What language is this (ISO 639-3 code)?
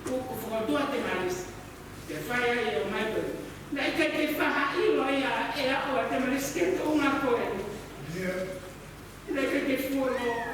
ton